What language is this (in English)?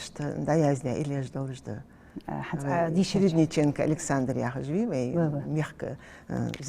Ingush